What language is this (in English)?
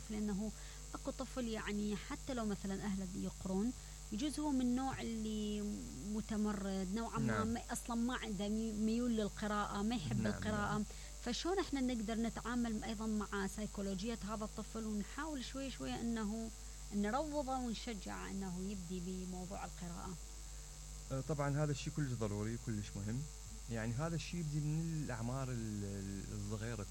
Mesopotamian Arabic